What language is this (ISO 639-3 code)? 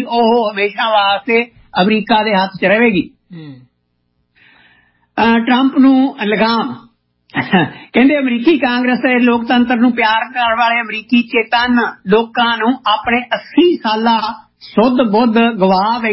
pan